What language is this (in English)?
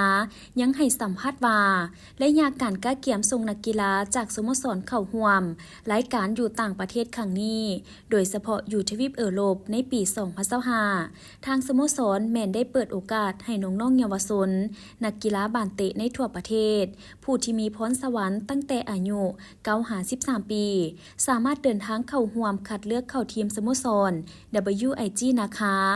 Lao